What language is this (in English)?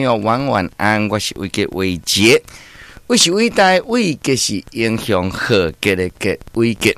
Min Nan Chinese